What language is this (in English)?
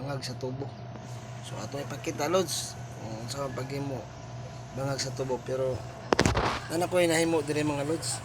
Cebuano